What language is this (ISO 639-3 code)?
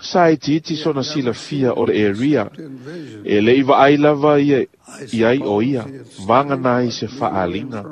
smo